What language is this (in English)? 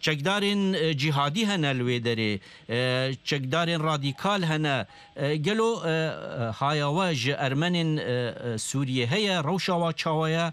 Kurdish